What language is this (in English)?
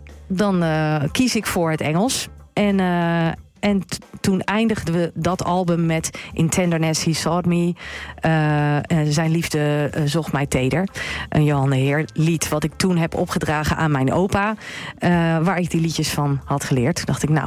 Dutch